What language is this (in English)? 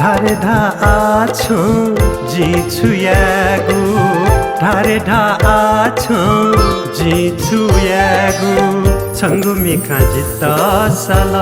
Newari